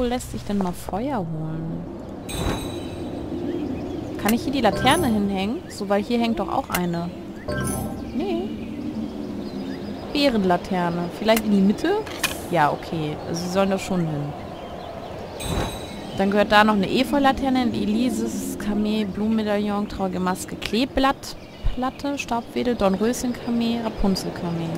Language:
German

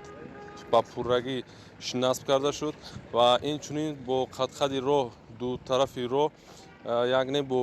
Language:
Tajik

